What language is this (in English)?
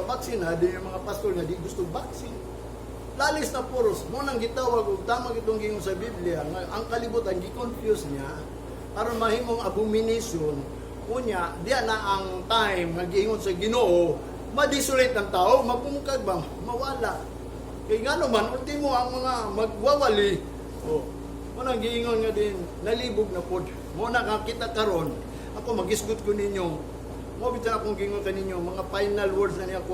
Cebuano